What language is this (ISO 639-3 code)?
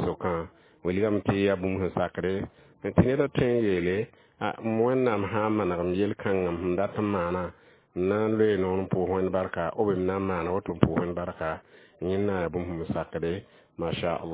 mos